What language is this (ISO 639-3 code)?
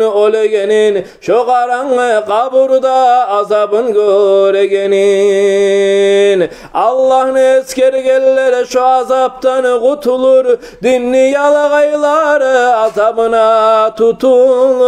kum